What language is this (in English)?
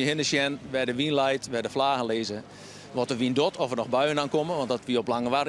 Western Frisian